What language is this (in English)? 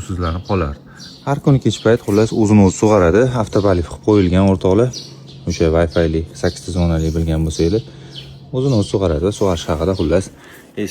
Uzbek